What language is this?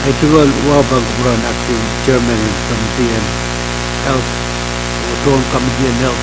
Pohnpeian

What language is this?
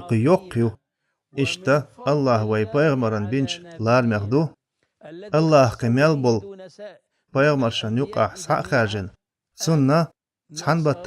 Chechen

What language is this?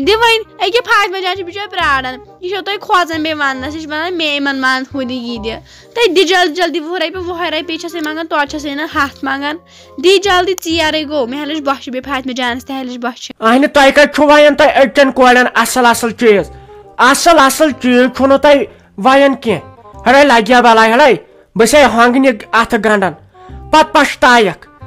Kashmiri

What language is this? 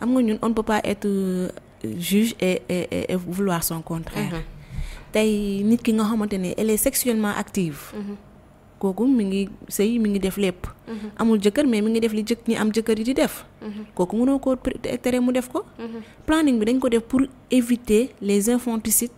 Wolof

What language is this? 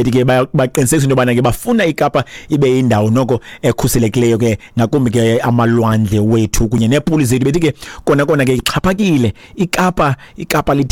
Xhosa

